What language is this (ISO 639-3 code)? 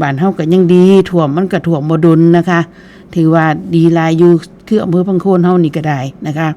tts